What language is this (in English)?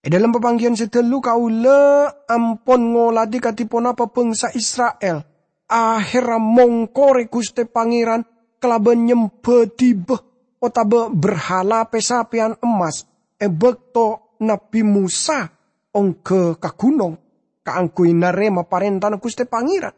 Madurese